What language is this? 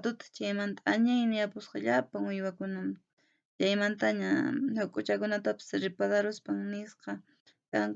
Quechua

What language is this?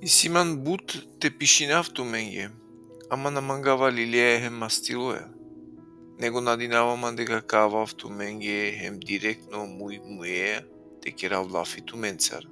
Balkan Romani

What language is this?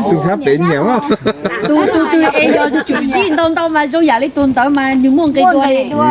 Hmong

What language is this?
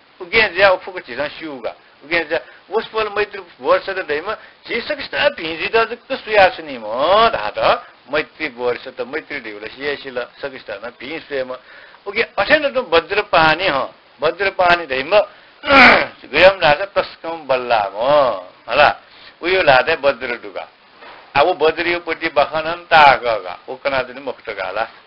Newari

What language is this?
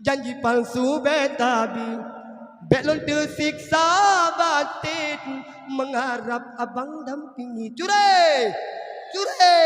Achinese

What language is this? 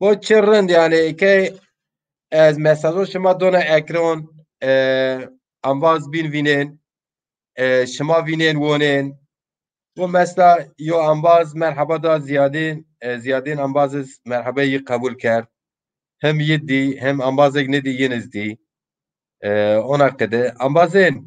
Zaza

